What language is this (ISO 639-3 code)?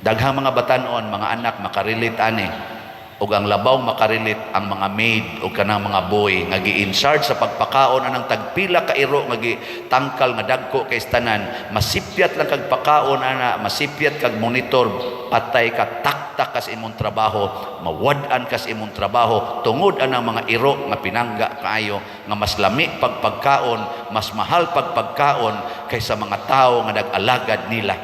ceb